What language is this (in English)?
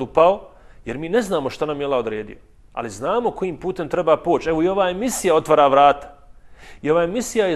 Bosnian